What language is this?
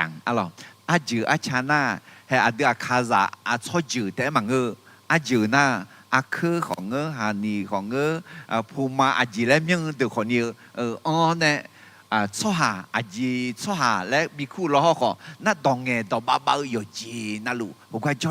Akha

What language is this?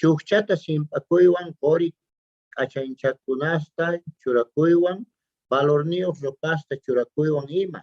South Bolivian Quechua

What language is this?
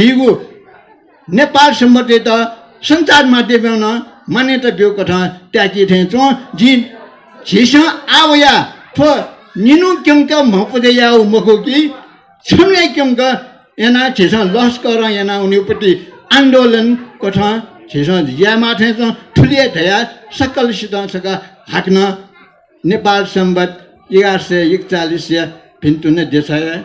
Newari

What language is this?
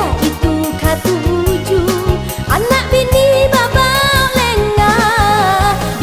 Minangkabau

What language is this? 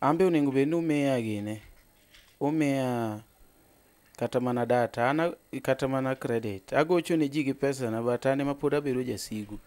Luo (Kenya and Tanzania)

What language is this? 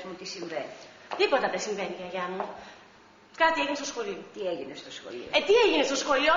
Greek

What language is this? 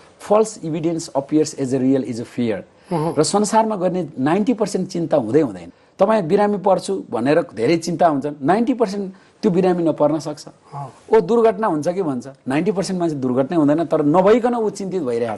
Nepali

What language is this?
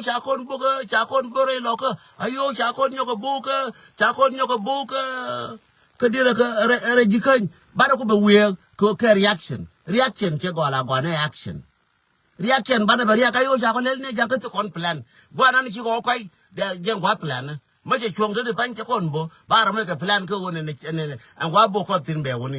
Nuer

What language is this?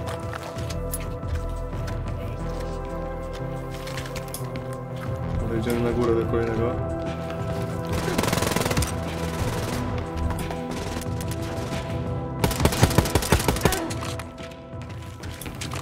Polish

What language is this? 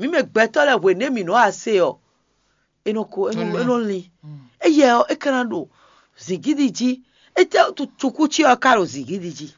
Fon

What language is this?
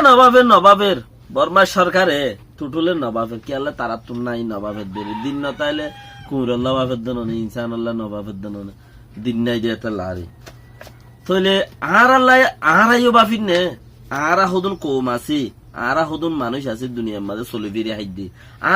Rohingya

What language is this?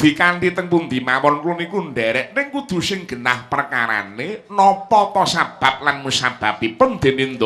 Javanese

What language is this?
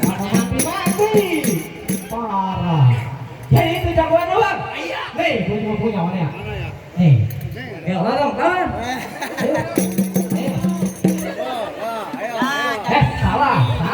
Betawi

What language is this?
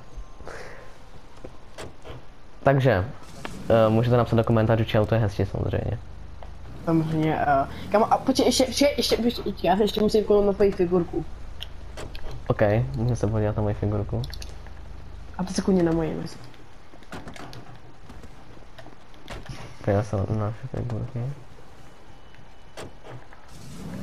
Czech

